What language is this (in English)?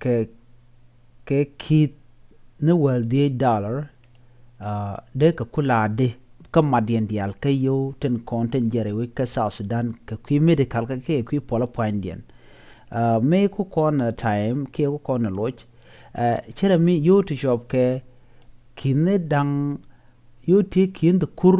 Nuer